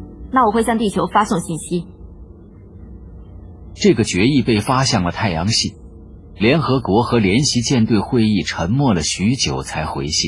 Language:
Chinese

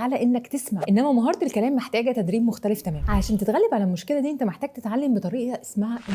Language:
Egyptian Arabic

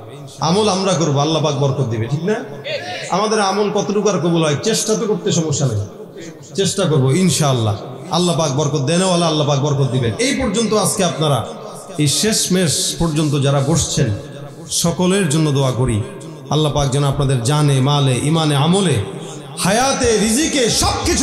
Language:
Bangla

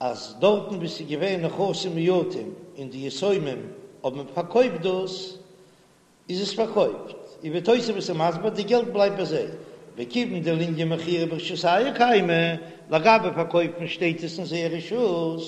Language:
Yiddish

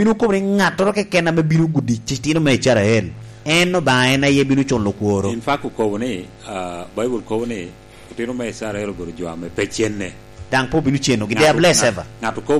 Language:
Lango (Uganda)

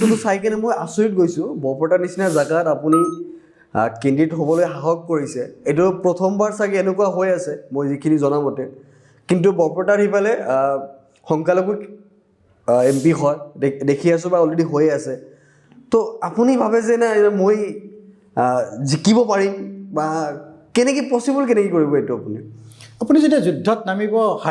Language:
Assamese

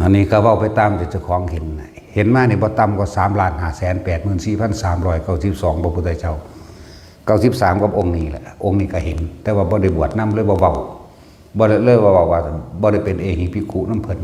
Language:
Lao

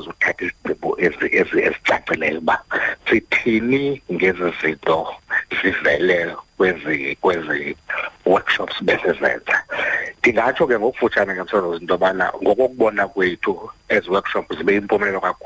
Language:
Xhosa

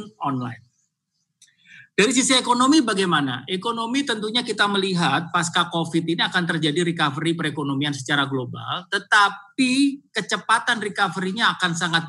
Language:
Indonesian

